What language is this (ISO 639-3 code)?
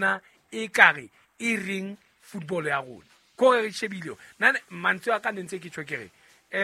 sot